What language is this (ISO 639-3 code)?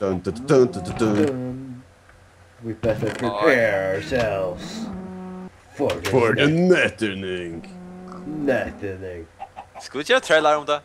fao